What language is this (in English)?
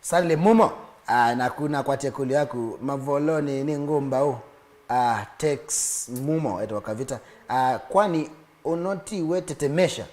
Kamba